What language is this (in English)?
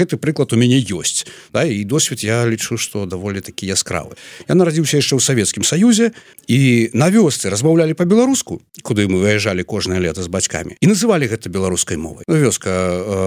Belarusian